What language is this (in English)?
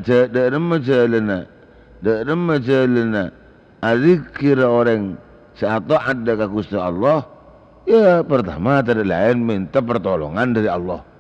Madurese